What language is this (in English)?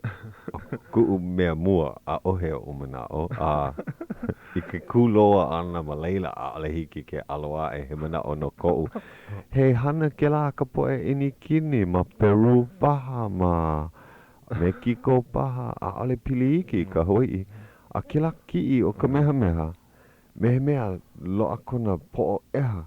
Hawaiian